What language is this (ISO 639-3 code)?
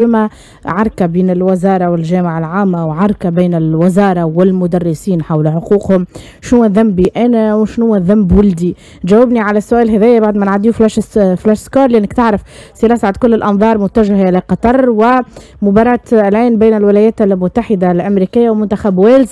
aeb